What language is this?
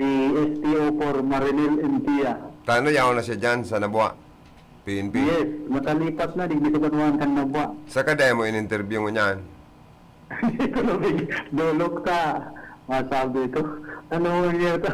Bikol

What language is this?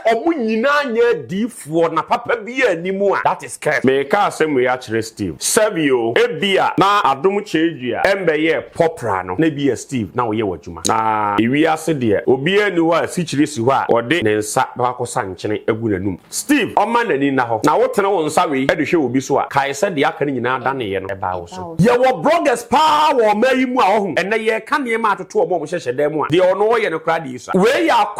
Akan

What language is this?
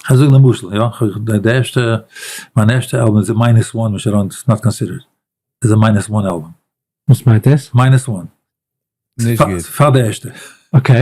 Yiddish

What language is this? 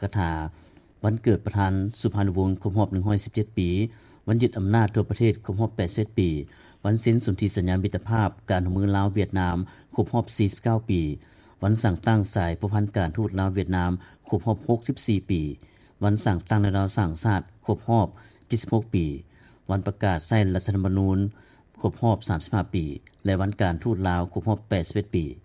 Lao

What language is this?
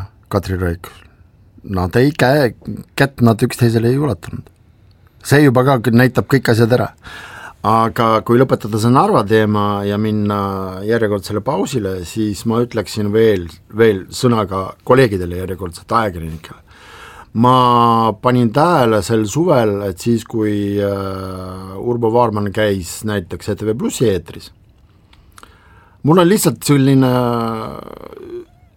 Estonian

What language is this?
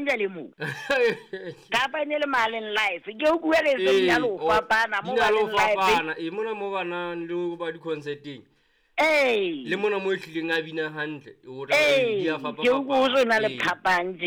Southern Sotho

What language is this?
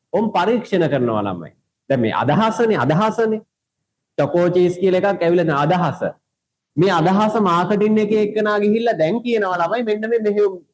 Sinhala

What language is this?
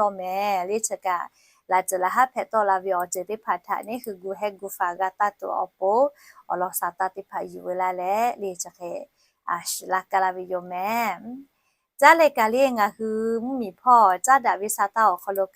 Lahu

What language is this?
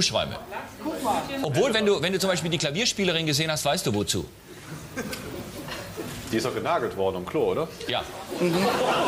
German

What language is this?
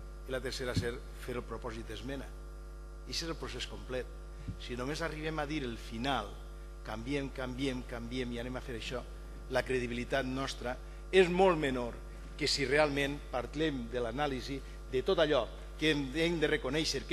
Catalan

